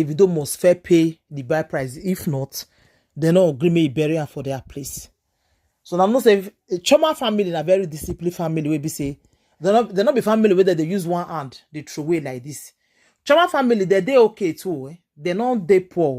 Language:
Nigerian Pidgin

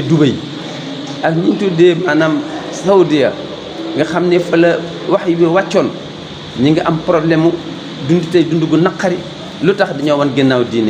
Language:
Wolof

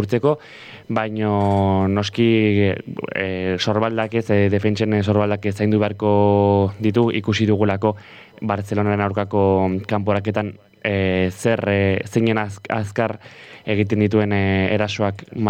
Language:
Basque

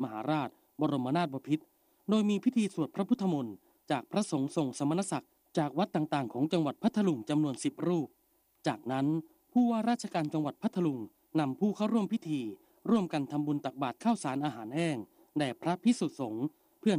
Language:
Thai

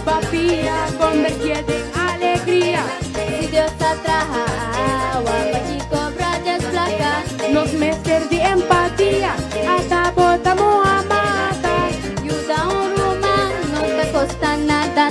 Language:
Papiamento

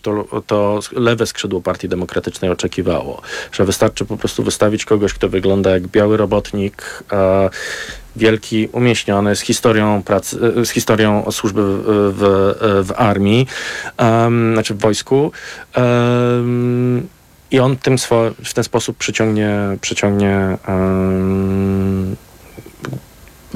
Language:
Polish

